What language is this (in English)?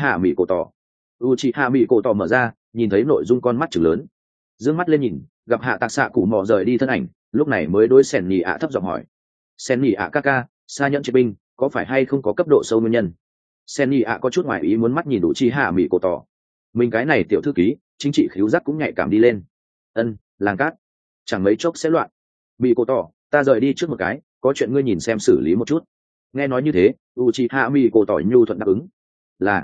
Vietnamese